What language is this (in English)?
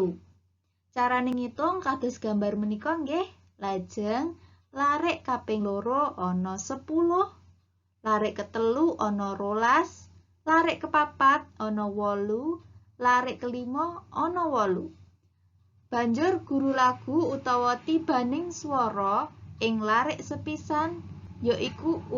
Javanese